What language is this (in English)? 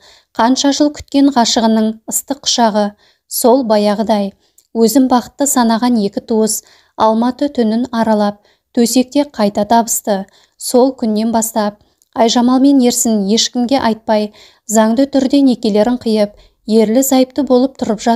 Kazakh